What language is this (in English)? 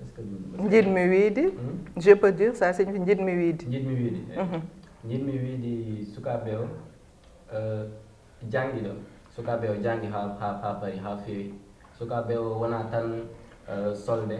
Fula